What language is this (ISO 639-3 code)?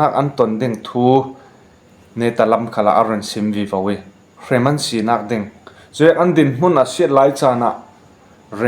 cfm